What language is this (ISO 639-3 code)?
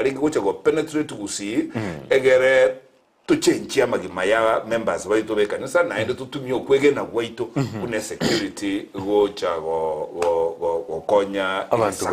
guz